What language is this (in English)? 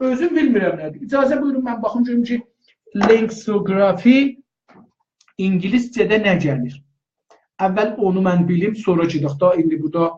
South Azerbaijani